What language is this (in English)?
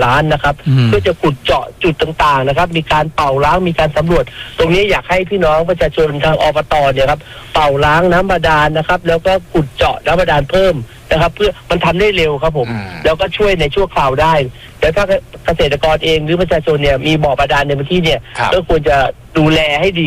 Thai